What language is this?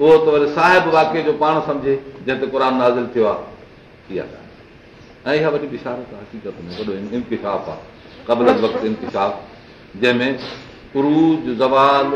Sindhi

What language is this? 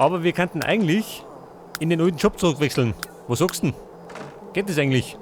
Bavarian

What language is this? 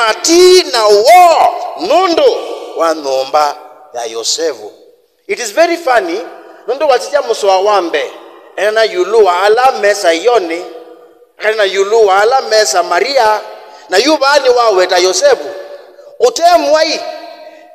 Kamba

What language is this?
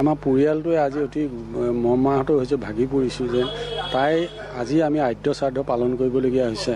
Assamese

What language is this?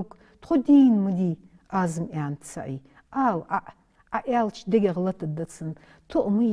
Ingush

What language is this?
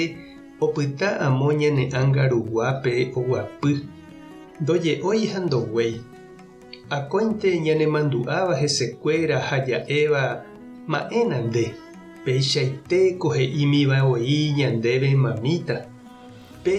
Guarani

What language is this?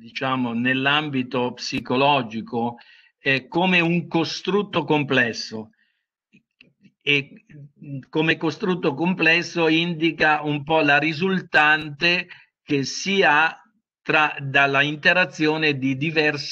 Italian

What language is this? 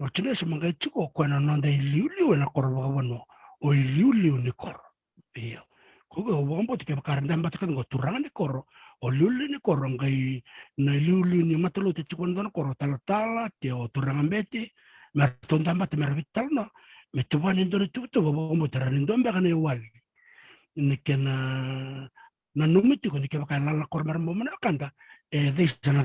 Fijian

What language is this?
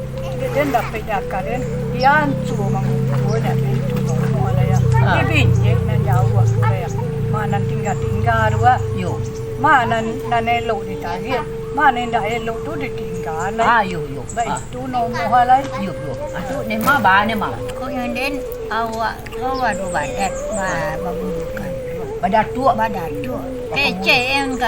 Minangkabau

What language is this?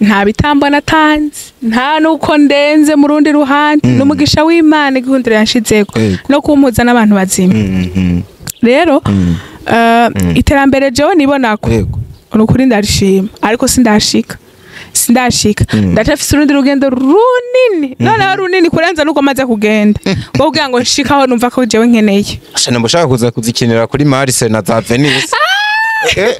Rundi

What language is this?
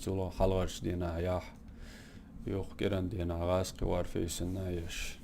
Chechen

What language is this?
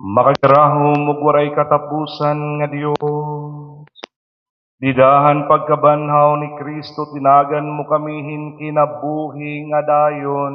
Waray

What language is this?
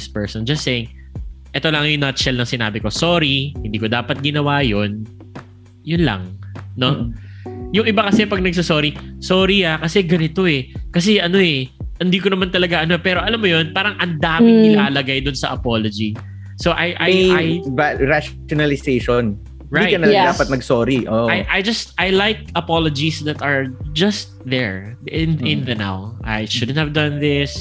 Filipino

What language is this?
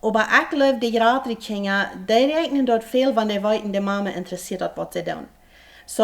Plautdietsch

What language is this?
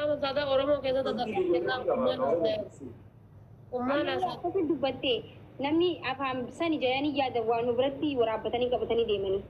Oromo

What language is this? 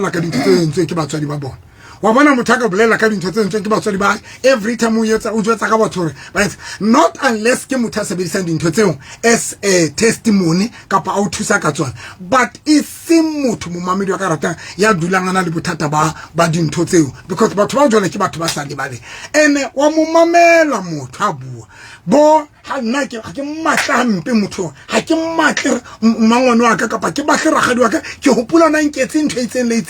Southern Sotho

